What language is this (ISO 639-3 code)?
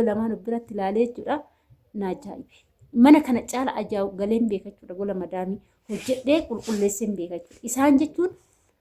orm